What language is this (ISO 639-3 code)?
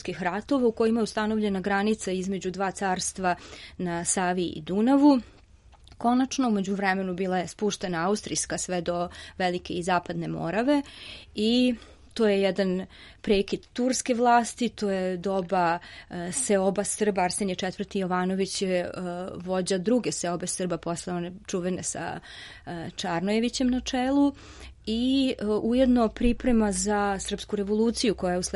srp